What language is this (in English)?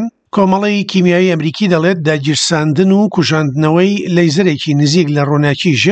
Central Kurdish